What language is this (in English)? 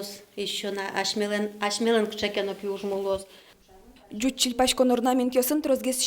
Udmurt